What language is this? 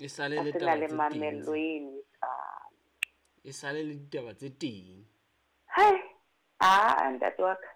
Southern Sotho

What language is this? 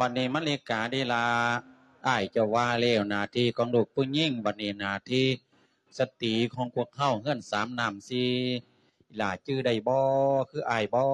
Lao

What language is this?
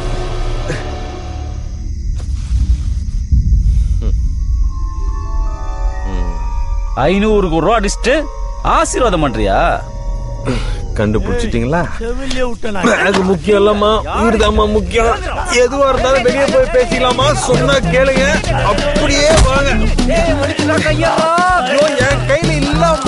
Tamil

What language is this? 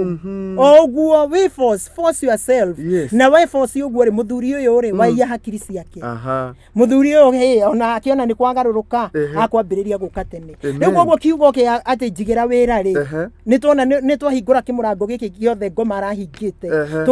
Kikuyu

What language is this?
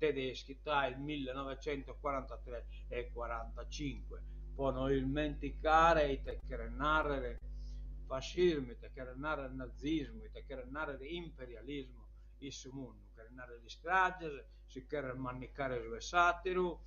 Sardinian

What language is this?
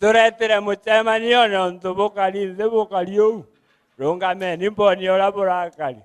Meru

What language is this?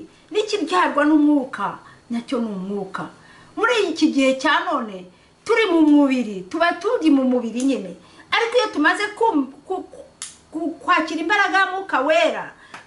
Kinyarwanda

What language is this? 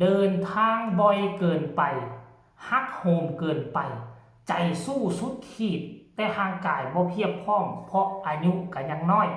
Northeastern Thai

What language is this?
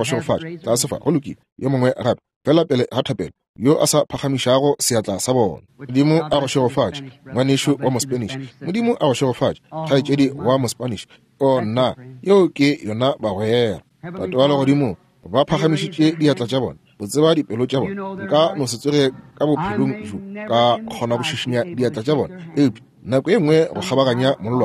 Northern Sotho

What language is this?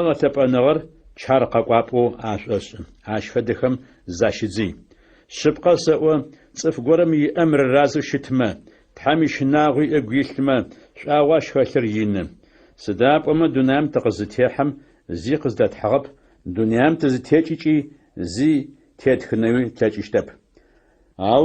Adyghe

